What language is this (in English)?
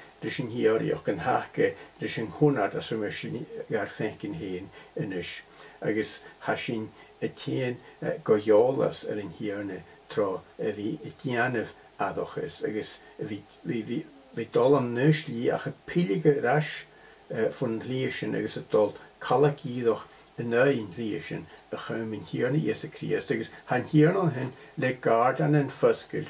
Scottish Gaelic